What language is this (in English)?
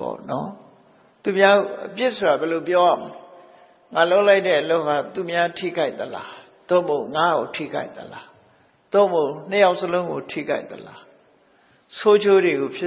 Burmese